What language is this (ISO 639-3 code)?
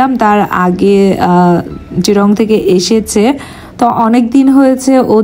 ben